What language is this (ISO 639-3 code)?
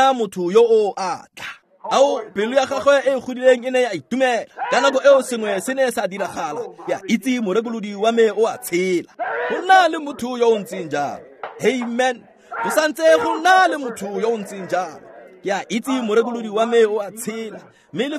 tsn